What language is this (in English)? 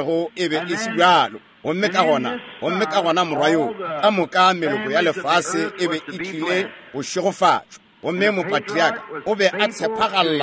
Northern Sotho